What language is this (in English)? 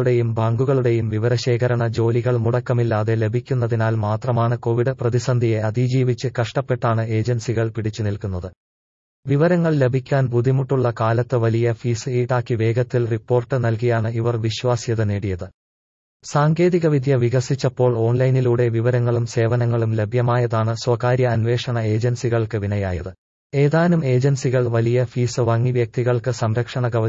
Malayalam